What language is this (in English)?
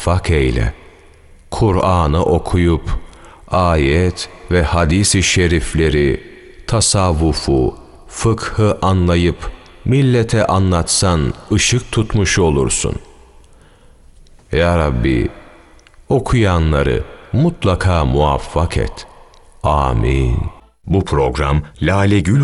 Turkish